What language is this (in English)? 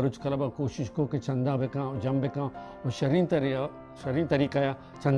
Baluchi